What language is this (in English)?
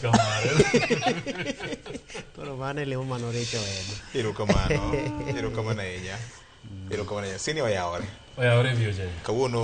Luo (Kenya and Tanzania)